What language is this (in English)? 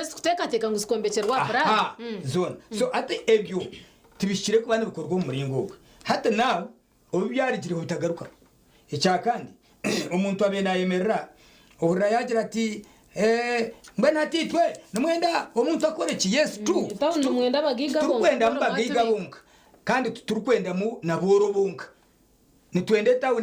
Nyankole